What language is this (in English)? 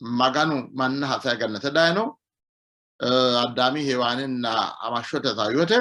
Sidamo